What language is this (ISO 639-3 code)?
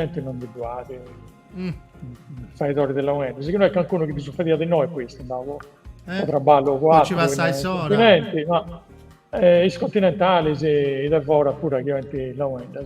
srd